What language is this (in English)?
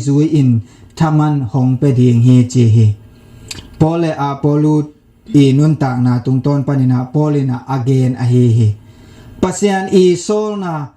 Tedim Chin